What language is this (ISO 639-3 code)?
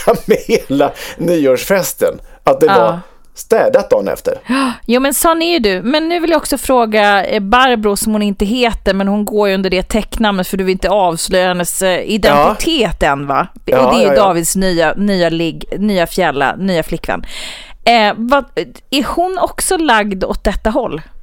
swe